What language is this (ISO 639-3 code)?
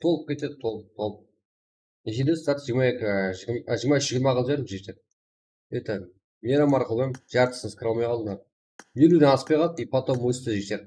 kaa